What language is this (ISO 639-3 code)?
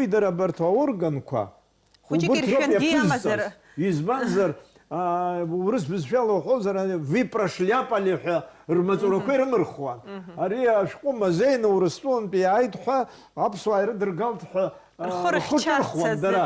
abk